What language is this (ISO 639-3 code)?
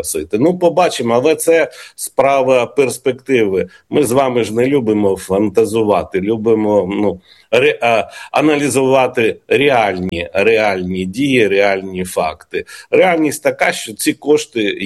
ukr